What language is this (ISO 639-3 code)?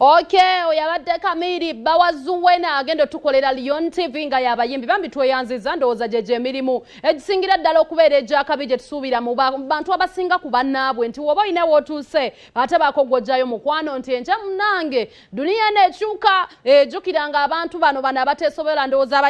lug